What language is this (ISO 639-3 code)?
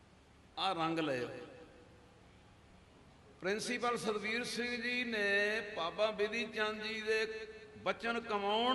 pan